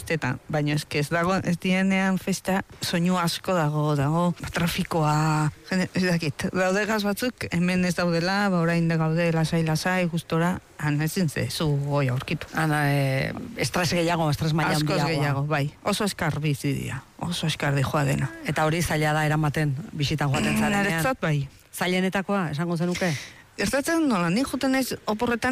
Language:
Basque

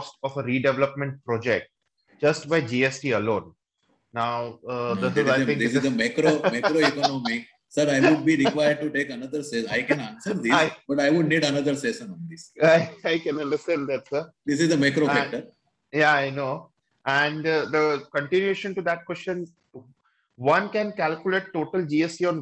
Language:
English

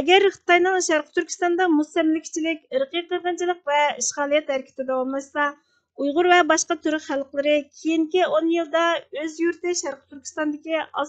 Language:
Uyghur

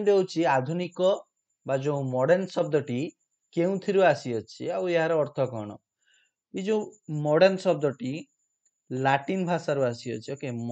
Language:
Odia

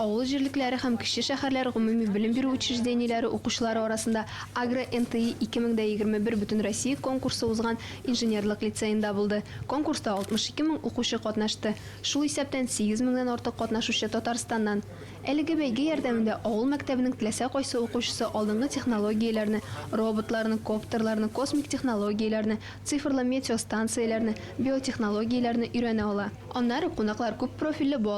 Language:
Tatar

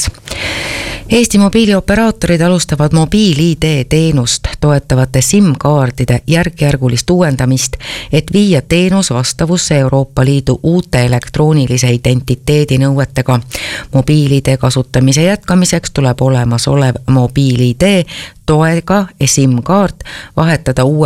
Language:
Estonian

